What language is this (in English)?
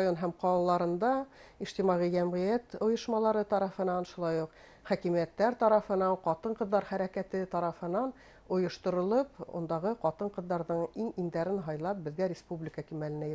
Bashkir